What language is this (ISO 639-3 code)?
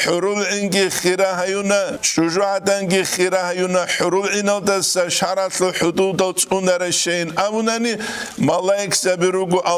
ava